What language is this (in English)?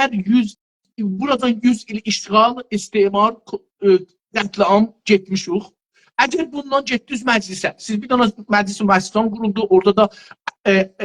South Azerbaijani